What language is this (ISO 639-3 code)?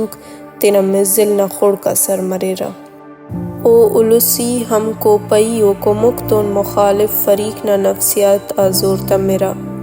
brh